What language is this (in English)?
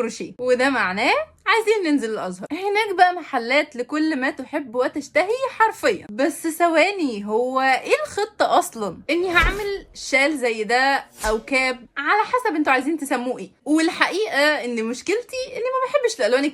Egyptian Arabic